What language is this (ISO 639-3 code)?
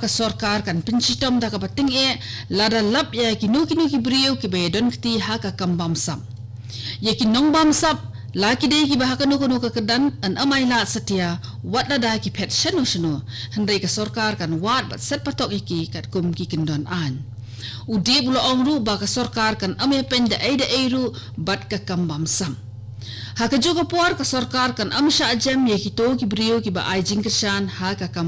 kha